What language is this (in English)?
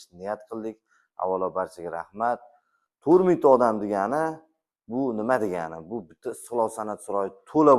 Uzbek